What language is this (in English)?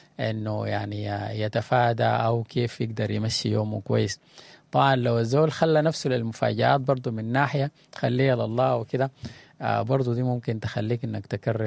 Sudanese Arabic